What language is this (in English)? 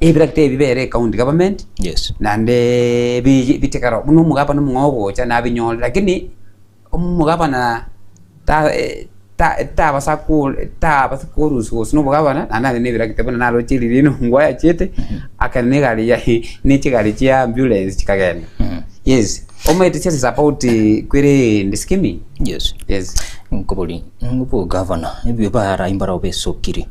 Gusii